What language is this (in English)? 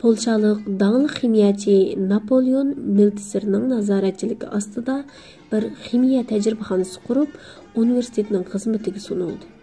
Uyghur